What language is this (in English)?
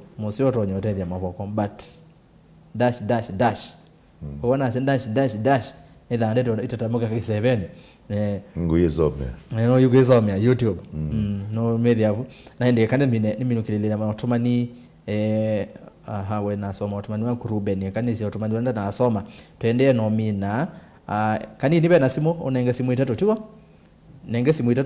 Kamba